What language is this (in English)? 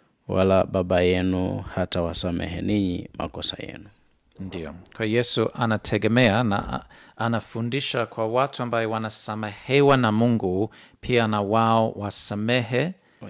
Swahili